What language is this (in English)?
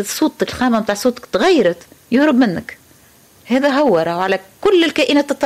Tunisian Arabic